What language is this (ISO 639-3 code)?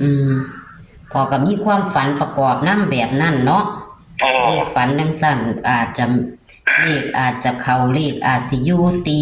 tts